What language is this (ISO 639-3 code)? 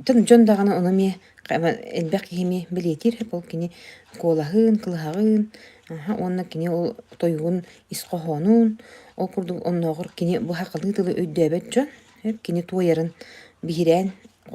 sah